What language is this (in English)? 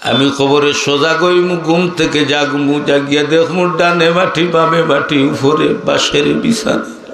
Sylheti